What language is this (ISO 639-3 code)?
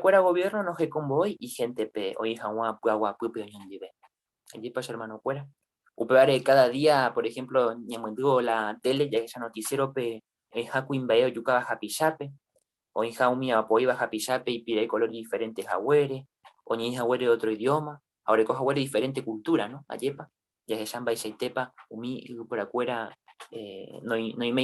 grn